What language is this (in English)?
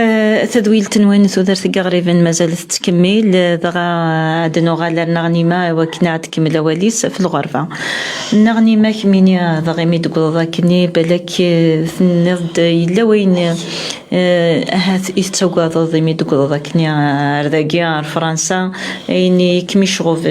Kabyle